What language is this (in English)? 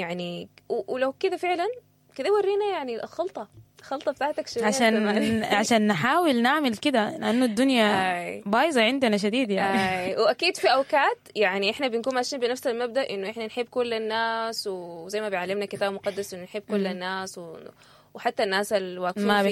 Sudanese Arabic